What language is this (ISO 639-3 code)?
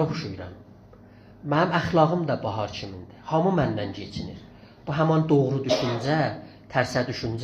azb